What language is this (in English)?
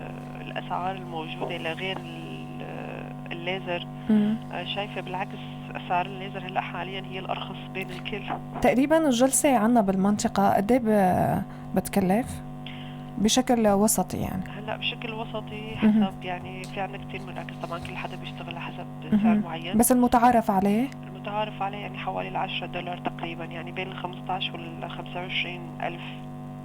North Levantine Arabic